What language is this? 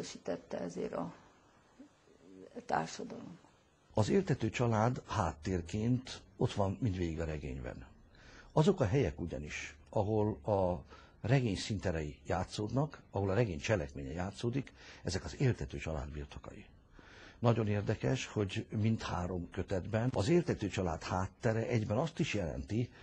Hungarian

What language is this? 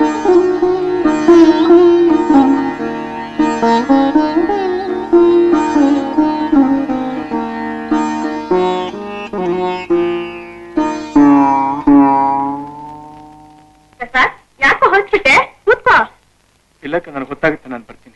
Kannada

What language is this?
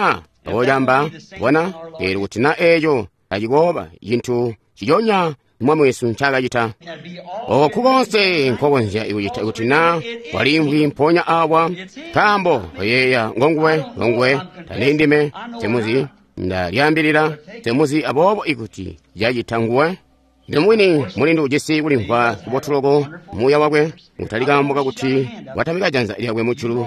Tonga (Zambia)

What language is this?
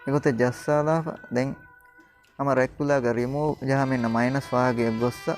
Divehi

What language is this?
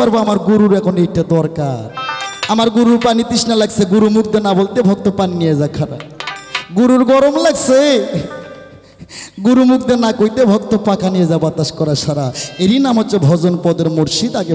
Bangla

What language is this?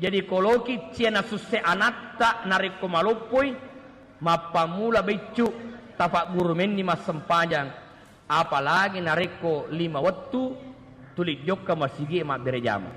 Buginese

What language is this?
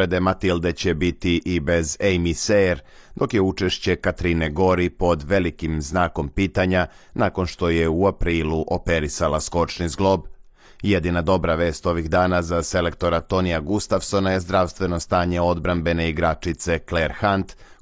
Serbian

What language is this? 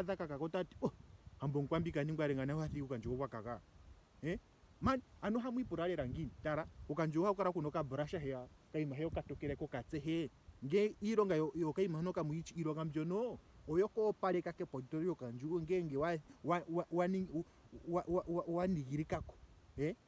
Ndonga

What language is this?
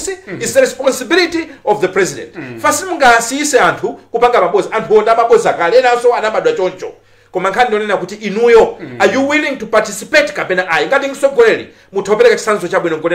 Nyanja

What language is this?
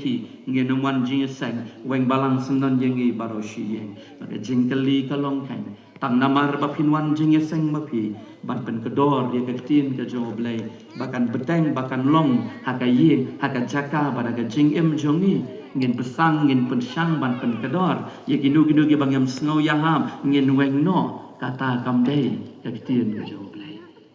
Khasi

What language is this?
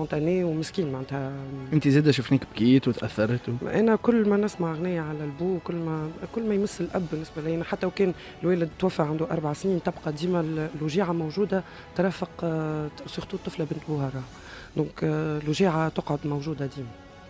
Tunisian Arabic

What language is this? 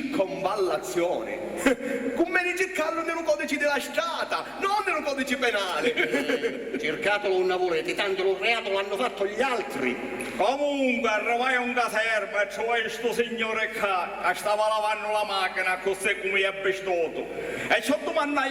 Sicilian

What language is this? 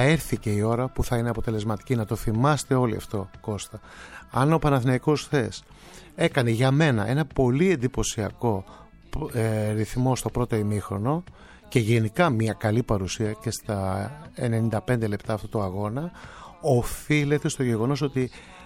Greek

